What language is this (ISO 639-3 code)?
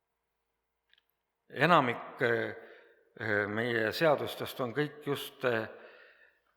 est